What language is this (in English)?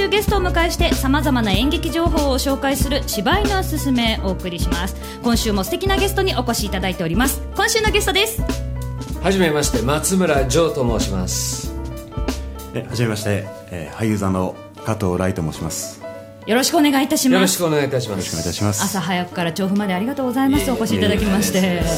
Japanese